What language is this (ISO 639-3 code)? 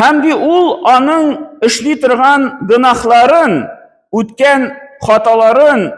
tat